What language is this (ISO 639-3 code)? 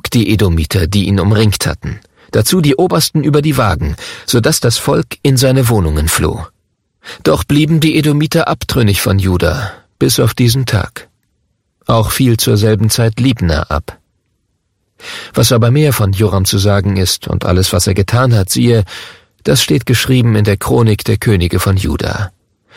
deu